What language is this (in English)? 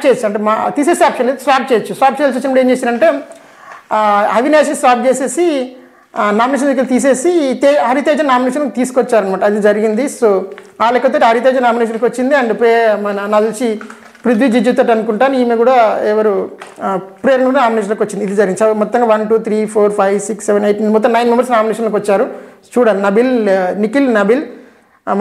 Telugu